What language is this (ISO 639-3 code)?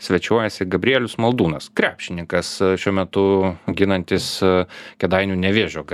lit